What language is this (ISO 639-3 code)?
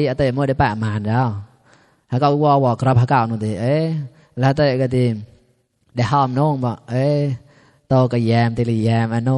mnw